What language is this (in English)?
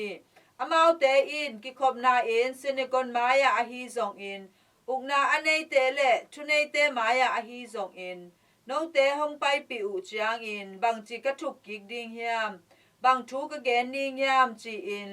Tedim Chin